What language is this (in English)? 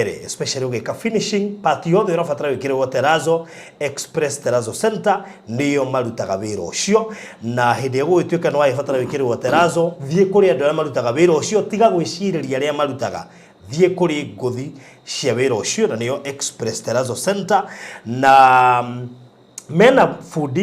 Kikuyu